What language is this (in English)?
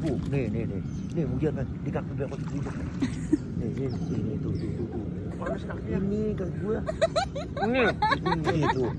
Betawi